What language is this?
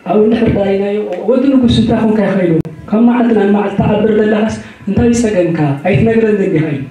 Tigrinya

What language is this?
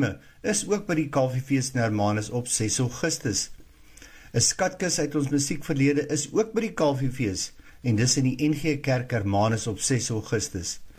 Afrikaans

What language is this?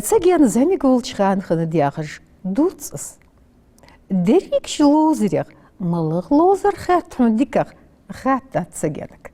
Ingush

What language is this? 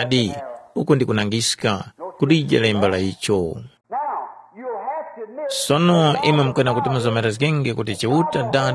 Tumbuka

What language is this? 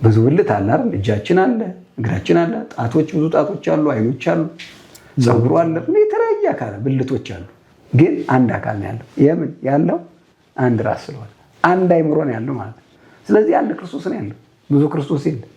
Amharic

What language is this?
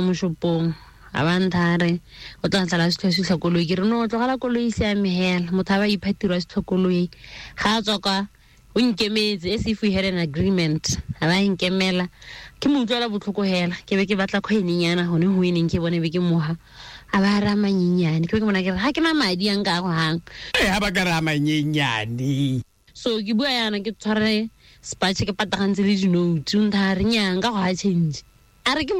Tswana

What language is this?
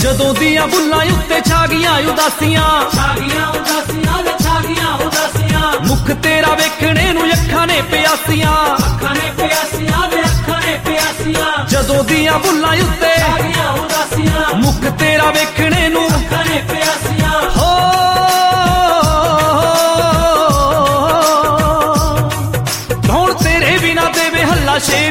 Punjabi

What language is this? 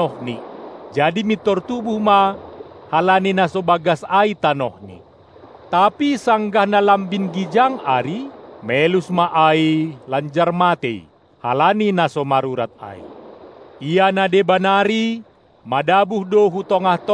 Batak Simalungun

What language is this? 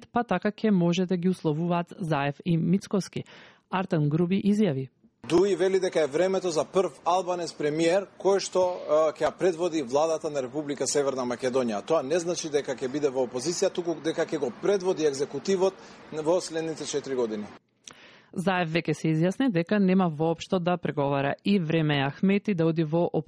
Macedonian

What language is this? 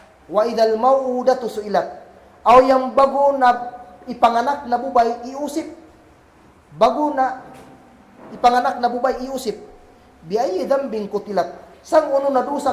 Kagan Kalagan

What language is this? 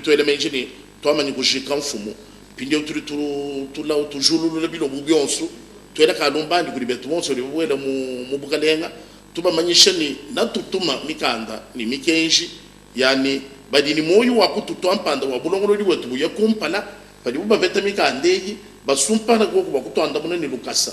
Luba-Lulua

